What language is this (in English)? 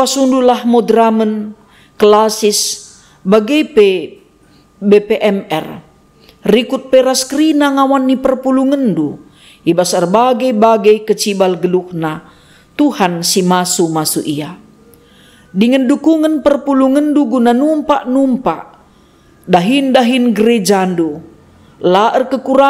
Batak Karo